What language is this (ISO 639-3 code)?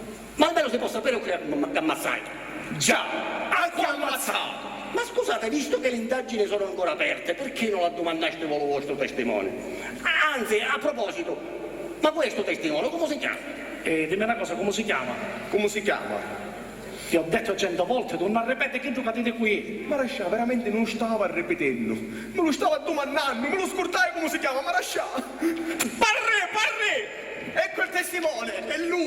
scn